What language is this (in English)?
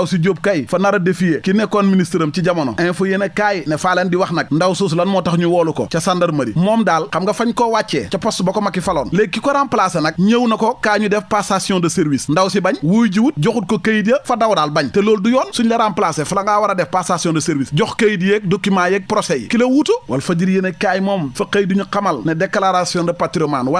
Wolof